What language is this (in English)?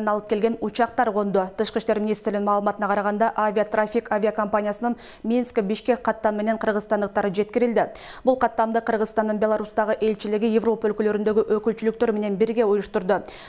Kyrgyz